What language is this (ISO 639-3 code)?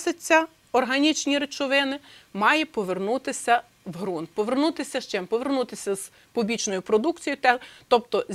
ukr